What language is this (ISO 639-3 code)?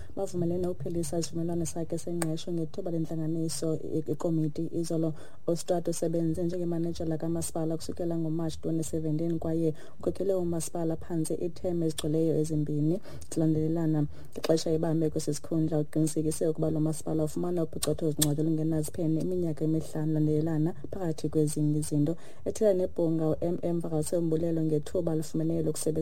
xho